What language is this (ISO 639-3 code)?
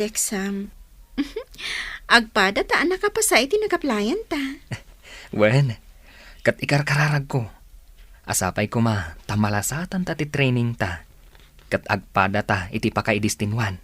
ilo